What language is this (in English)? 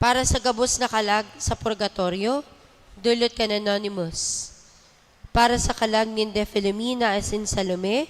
Bikol